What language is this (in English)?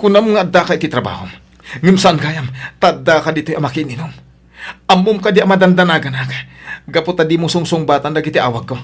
Iloko